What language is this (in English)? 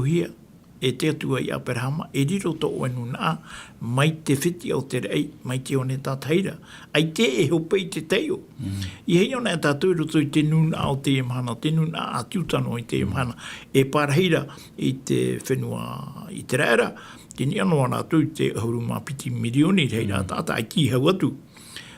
Tahitian